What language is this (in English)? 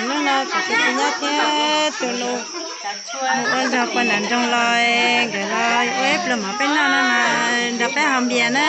Hmong